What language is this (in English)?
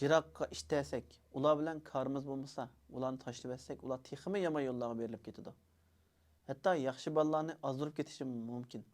Uyghur